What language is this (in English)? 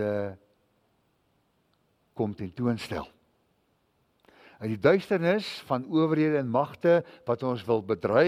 Afrikaans